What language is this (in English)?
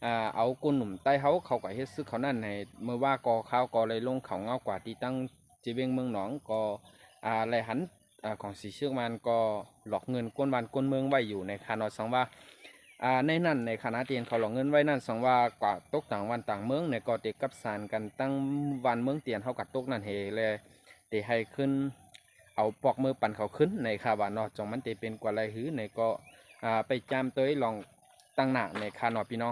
Shan